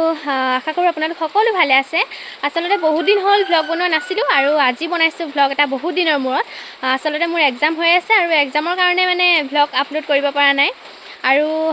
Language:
Assamese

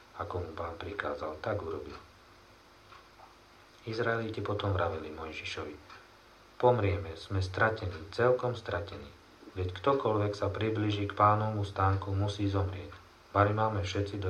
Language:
Slovak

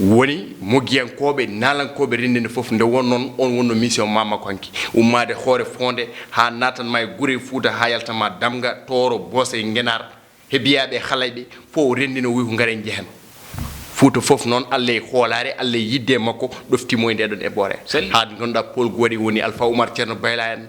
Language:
Fula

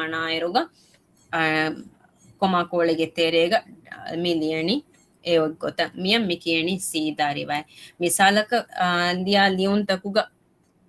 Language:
Divehi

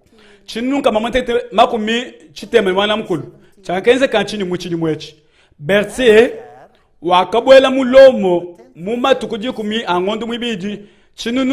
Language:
Luba-Lulua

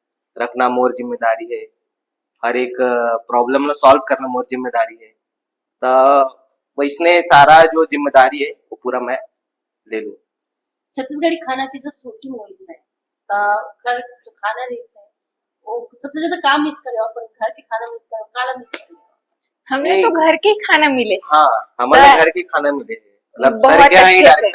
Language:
Chhattisgarhi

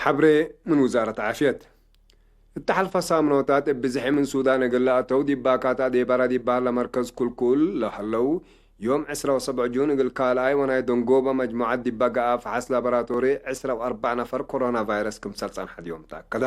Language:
Tigre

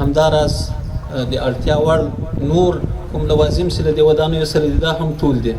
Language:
Pashto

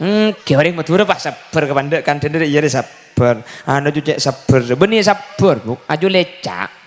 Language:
Madurese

